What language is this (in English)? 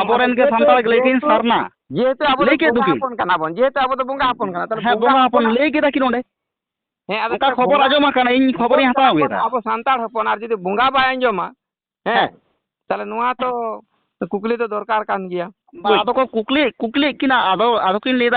Santali